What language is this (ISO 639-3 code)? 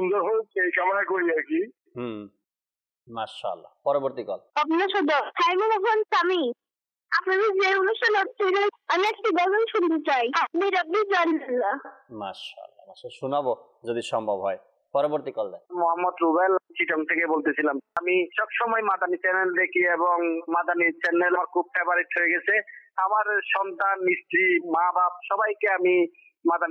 ben